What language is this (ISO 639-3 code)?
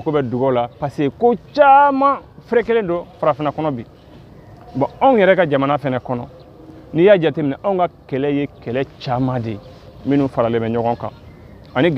bam